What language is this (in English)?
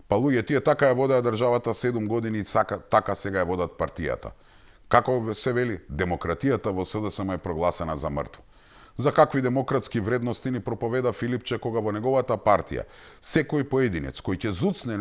Macedonian